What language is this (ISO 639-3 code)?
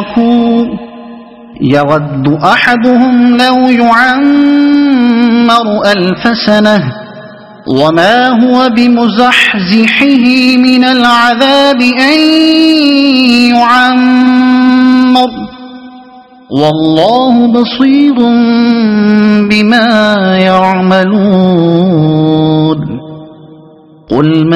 ara